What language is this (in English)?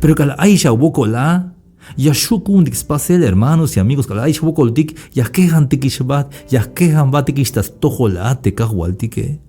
Tzeltal